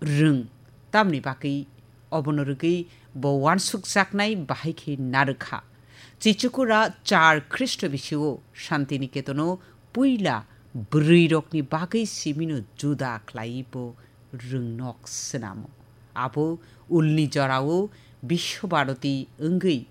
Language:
Kok Borok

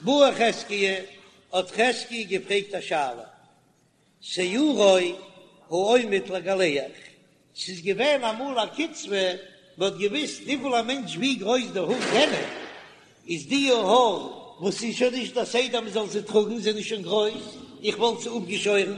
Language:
Yiddish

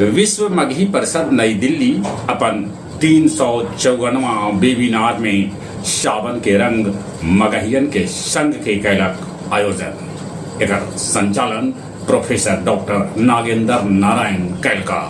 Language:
Magahi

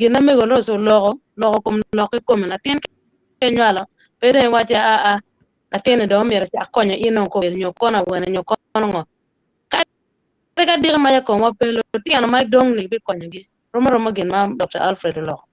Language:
Acoli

